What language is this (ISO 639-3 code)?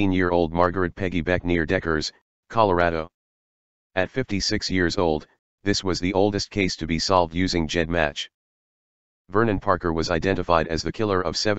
eng